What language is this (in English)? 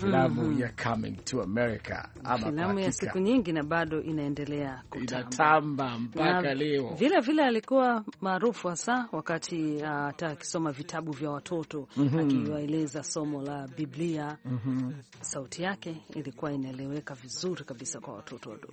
Swahili